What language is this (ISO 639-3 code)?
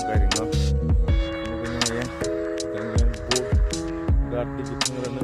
trp